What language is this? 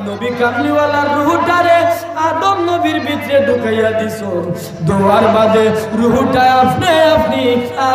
Sylheti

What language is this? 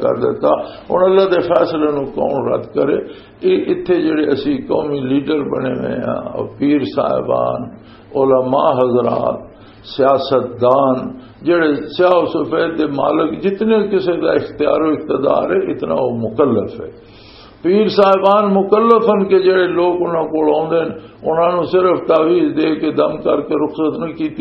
Western Panjabi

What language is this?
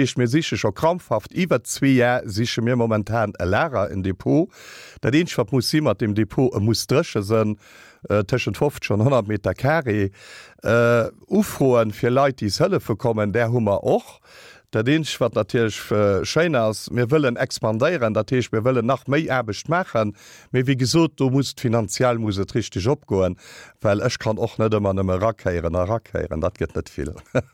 Luxembourgish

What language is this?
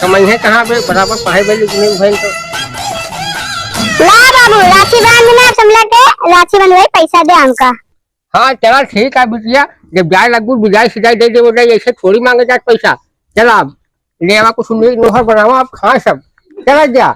Awadhi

